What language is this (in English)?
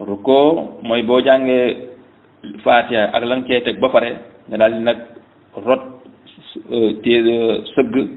Wolof